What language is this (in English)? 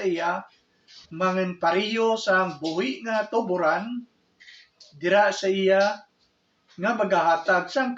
Hiligaynon